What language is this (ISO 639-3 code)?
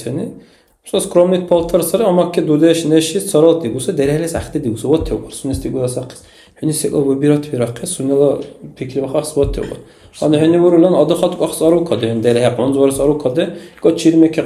dar